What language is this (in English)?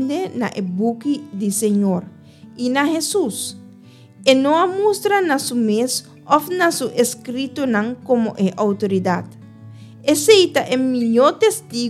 Papiamento